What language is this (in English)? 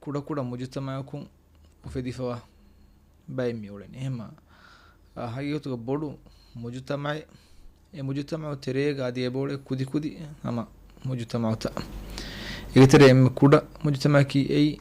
Divehi